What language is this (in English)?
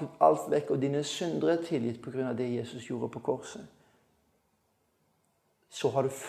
Norwegian